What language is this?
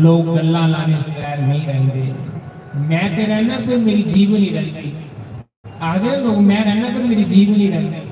Dogri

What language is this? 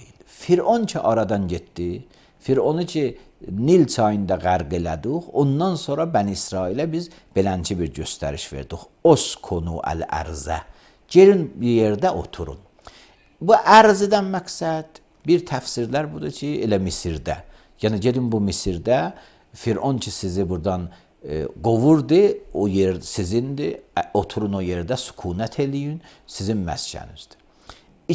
Azerbaijani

